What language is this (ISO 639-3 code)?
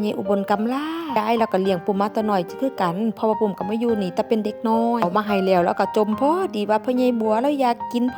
tts